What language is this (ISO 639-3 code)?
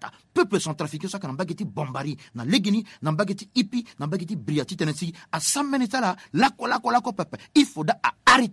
sag